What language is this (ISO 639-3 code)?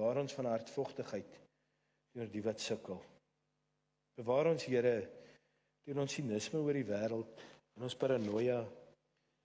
afr